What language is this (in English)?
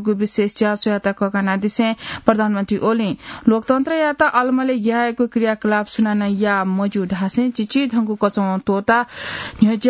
Newari